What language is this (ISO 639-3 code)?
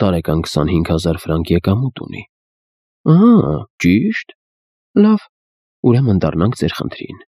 hye